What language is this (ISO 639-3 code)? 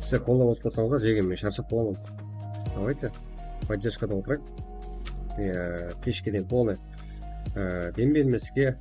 kaa